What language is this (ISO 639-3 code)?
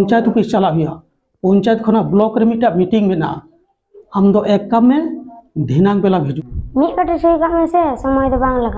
sat